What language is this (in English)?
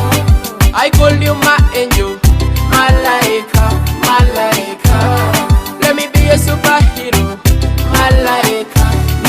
Nyoro